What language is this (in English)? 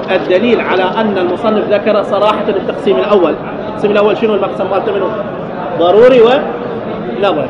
Mesopotamian Arabic